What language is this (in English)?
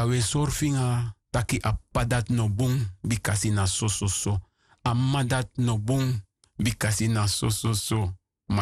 Sranan Tongo